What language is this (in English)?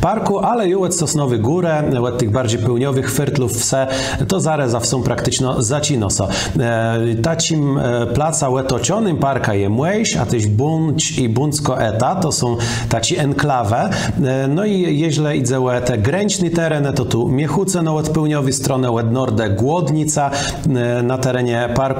Kashubian